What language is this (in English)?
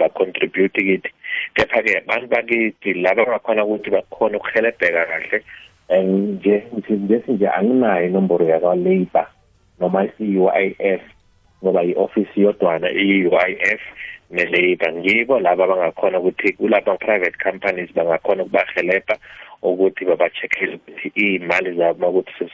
South Ndebele